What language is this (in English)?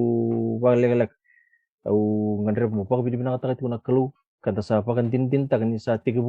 Fijian